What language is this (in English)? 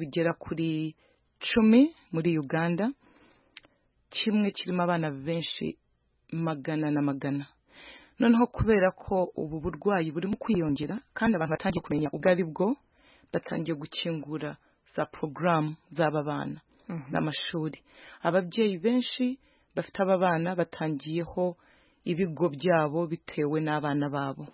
Kinyarwanda